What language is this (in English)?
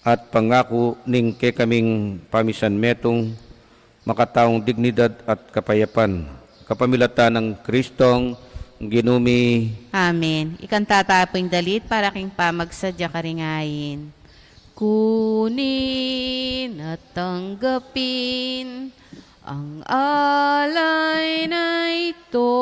Pampanga